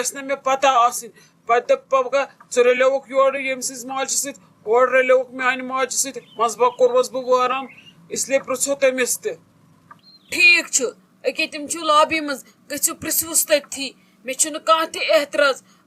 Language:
Kashmiri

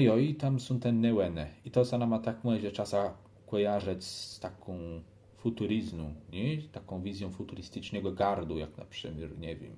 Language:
Kashubian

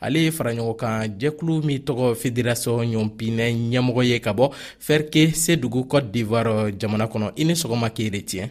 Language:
Bambara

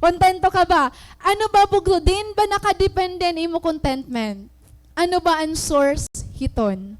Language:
Waray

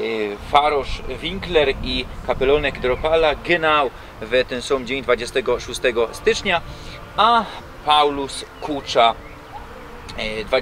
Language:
Silesian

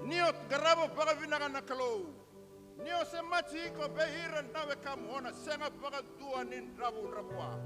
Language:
Fijian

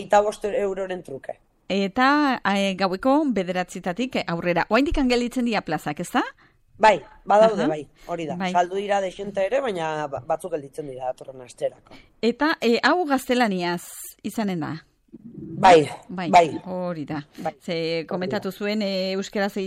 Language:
Basque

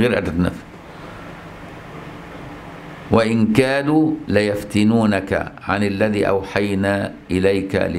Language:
Egyptian Arabic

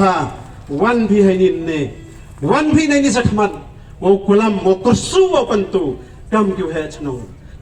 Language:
Pnar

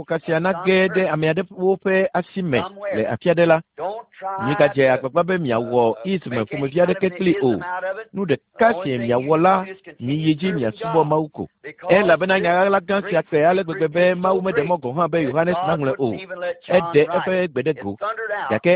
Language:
Ewe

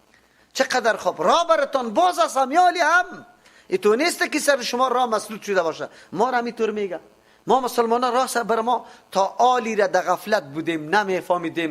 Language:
Persian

